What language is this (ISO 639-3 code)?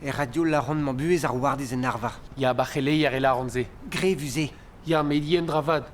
bre